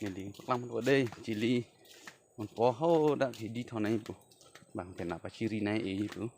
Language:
Karbi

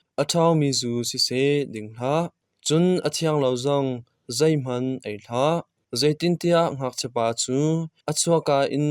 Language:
Hakha Chin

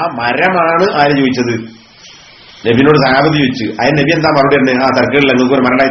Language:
Malayalam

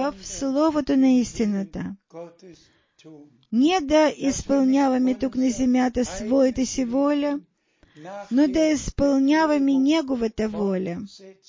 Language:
Bulgarian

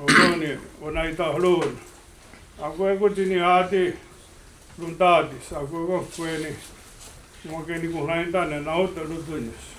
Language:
Mohawk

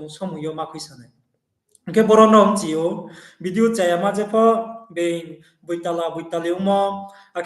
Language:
Riang (India)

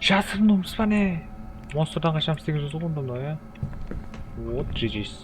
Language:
Kara-Kalpak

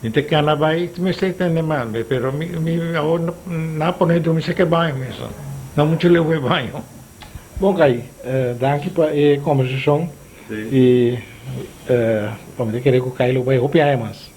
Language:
Papiamento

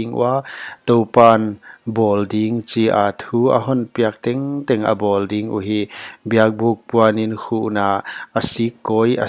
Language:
Paite Chin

